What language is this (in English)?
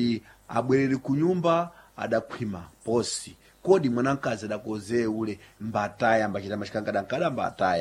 Sena